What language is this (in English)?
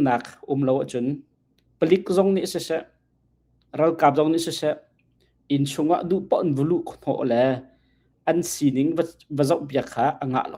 Hakha Chin